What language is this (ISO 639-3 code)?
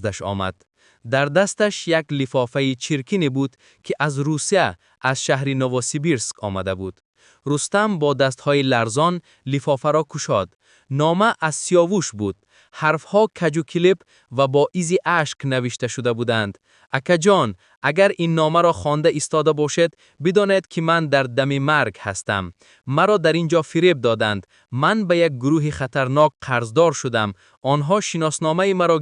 tgk